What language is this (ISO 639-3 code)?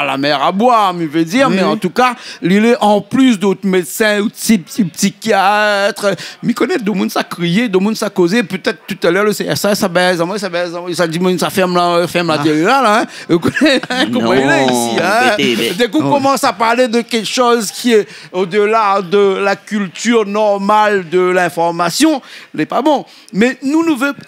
rcf